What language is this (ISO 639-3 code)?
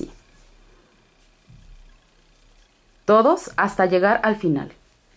spa